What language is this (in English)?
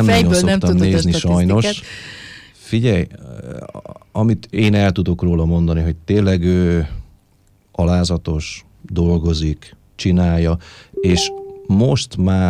Hungarian